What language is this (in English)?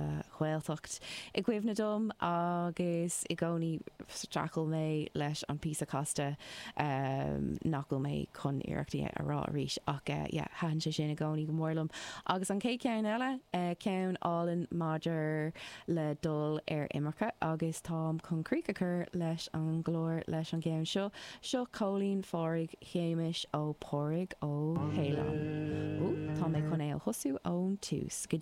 Irish